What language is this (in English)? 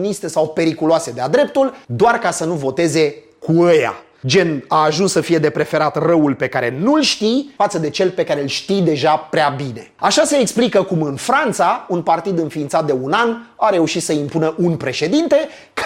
Romanian